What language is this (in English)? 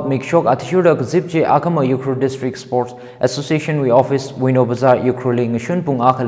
Tangkhul Naga (India)